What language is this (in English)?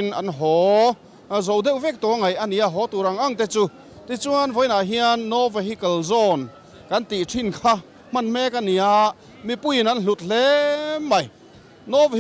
Mizo